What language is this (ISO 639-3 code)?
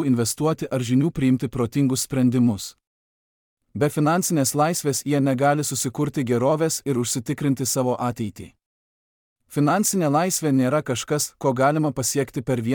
lit